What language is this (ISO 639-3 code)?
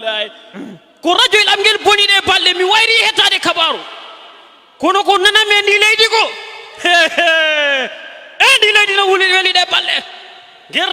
ful